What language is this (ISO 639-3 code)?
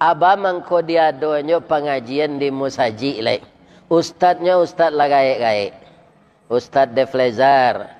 min